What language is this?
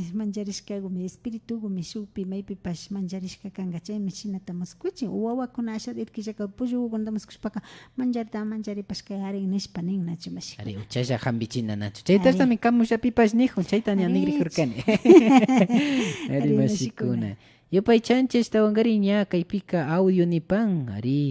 Imbabura Highland Quichua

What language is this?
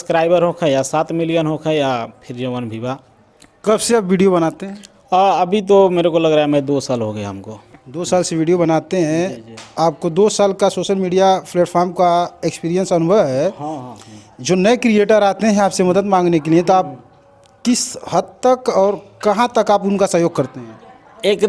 Bhojpuri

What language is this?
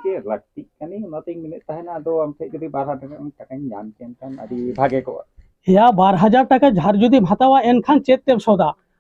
Santali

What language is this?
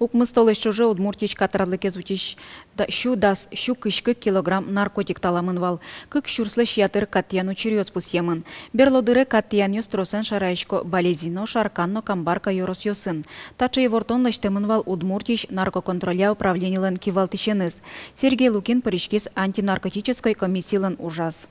Udmurt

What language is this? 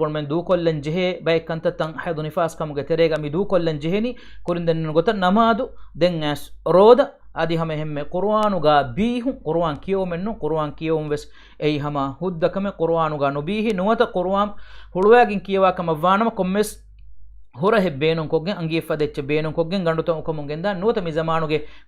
Divehi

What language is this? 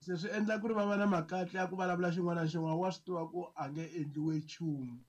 Tsonga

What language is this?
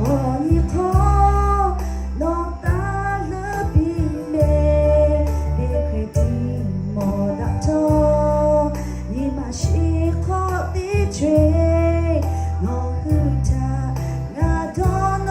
Lahu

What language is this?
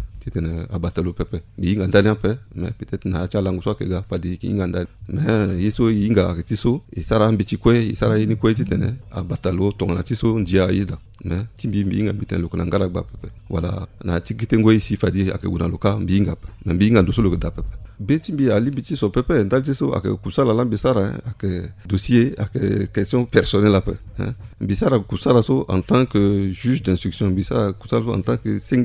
Sango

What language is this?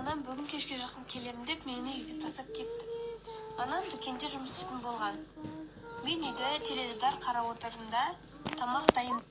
Kazakh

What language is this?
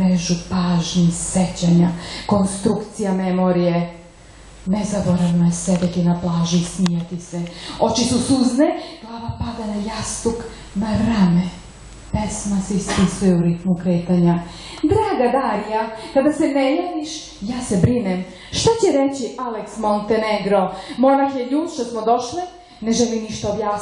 Serbian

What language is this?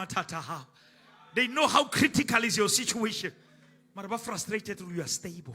Southern Sotho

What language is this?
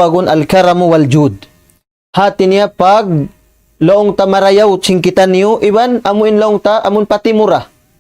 Tausug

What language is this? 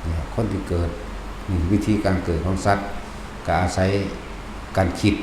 Lao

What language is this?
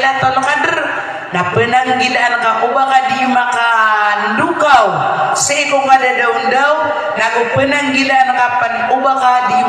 Maranao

